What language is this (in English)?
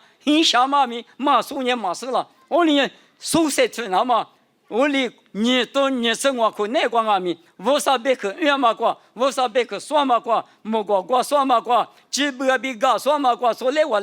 Lisu